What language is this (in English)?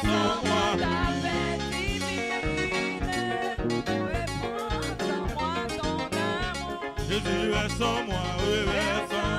Haitian Creole